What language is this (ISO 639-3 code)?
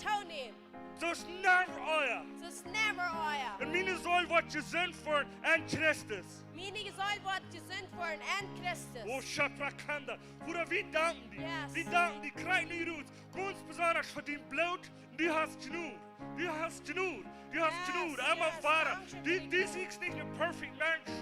pdt